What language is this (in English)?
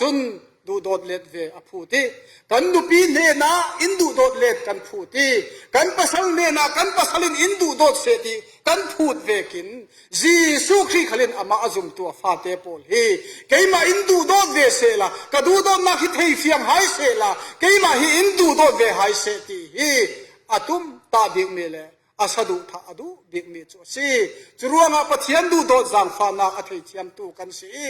Falam Chin